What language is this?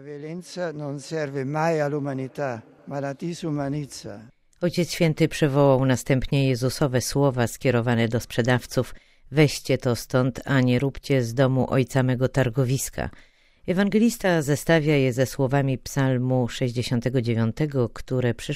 Polish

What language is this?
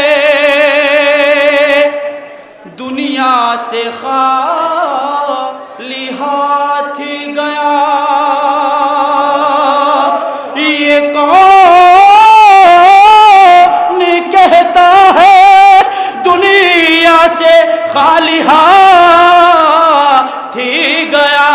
Urdu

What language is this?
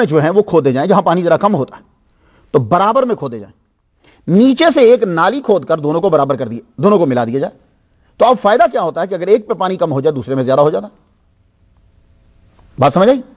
Urdu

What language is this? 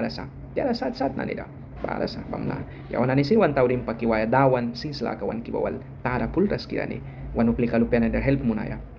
Mískito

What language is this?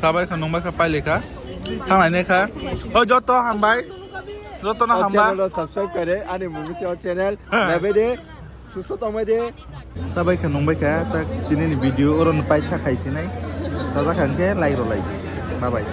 Kok Borok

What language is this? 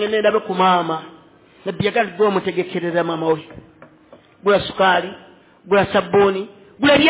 Ganda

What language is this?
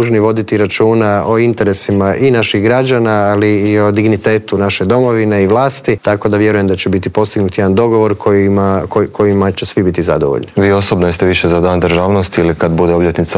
Croatian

